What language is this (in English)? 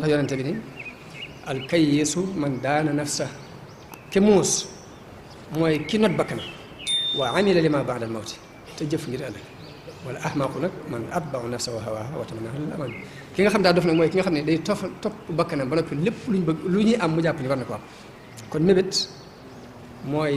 Wolof